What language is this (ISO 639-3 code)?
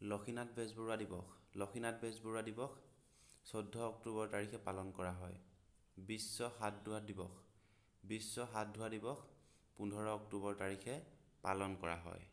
asm